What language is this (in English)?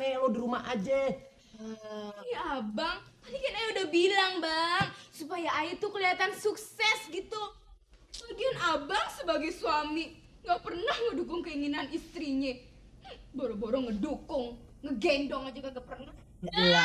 Betawi